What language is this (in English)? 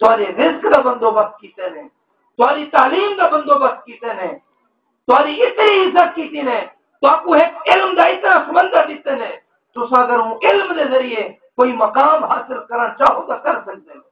Saraiki